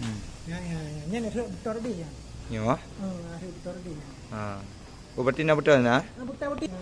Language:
Achinese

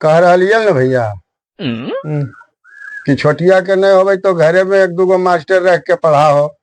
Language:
Magahi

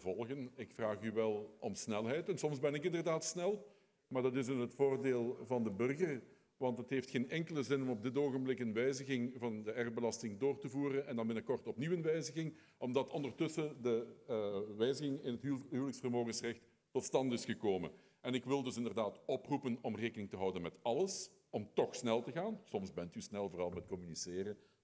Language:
Dutch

